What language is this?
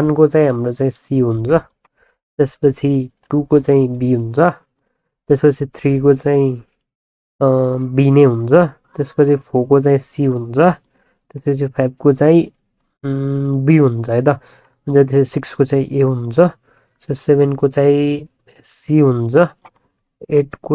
Nepali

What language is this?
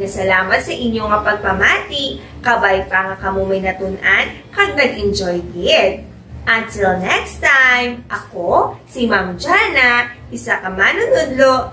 Hiligaynon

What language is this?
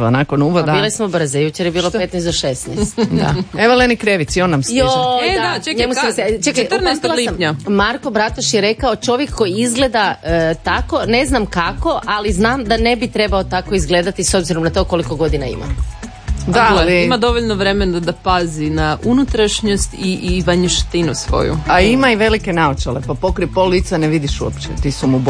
Croatian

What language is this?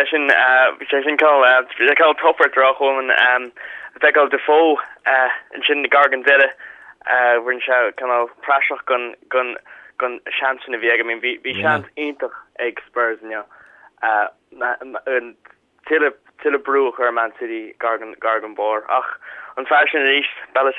Irish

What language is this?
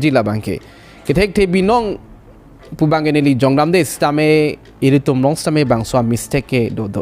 Karbi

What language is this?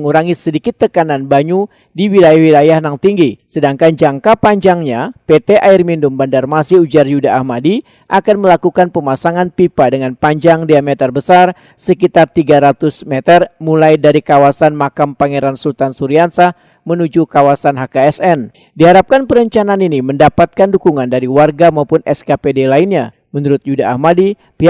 Banjar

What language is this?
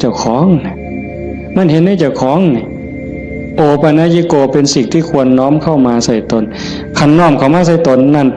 Northeastern Thai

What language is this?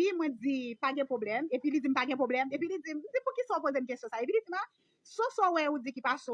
Haitian Creole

